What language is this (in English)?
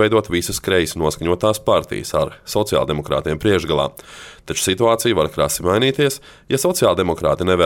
Latvian